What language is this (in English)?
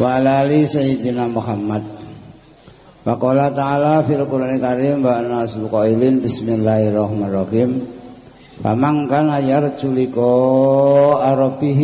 Javanese